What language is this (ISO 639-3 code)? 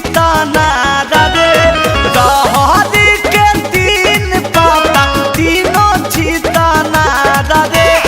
mag